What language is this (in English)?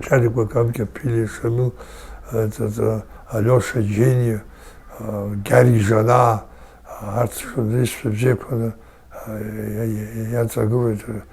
Abkhazian